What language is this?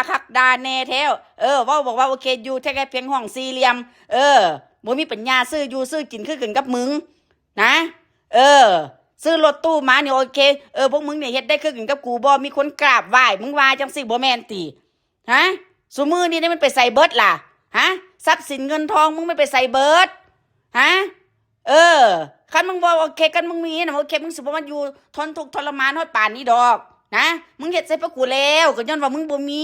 Northeastern Thai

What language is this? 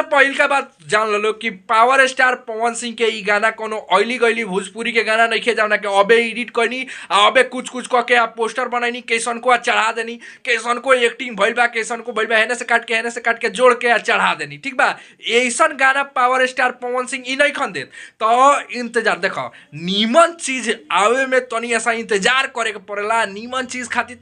Bhojpuri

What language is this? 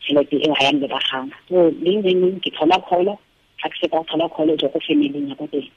Tswana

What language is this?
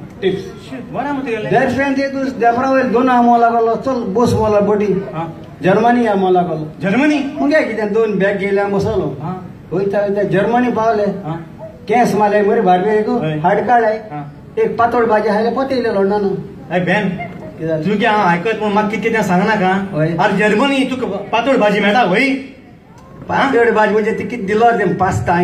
Konkani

